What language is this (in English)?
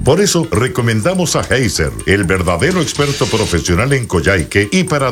Spanish